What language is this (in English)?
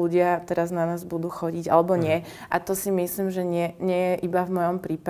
Slovak